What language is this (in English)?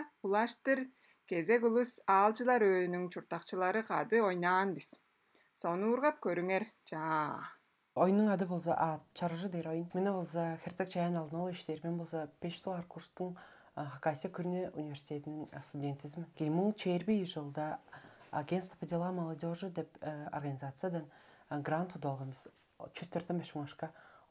Tuvinian